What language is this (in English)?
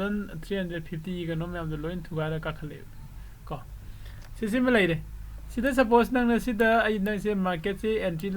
Manipuri